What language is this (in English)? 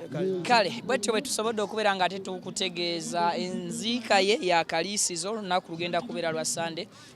Ganda